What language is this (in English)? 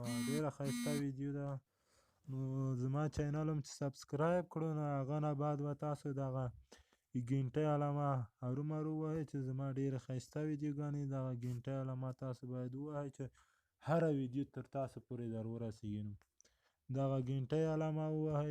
Pashto